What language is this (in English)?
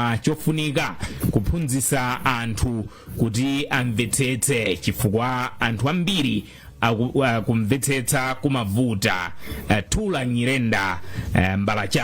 Nyanja